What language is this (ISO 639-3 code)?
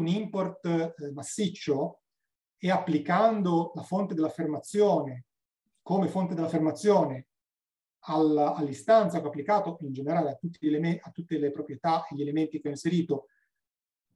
ita